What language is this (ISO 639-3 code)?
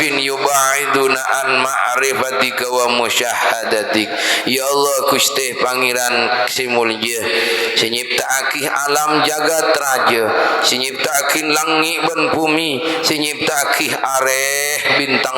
mad